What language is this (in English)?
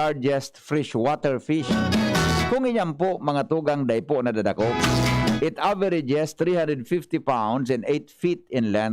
Bikol